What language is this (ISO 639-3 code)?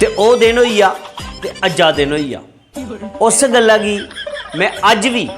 doi